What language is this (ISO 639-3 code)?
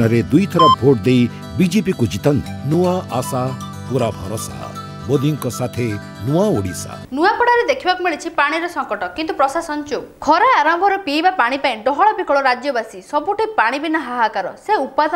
ori